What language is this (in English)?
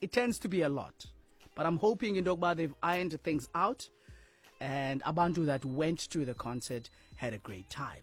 Xhosa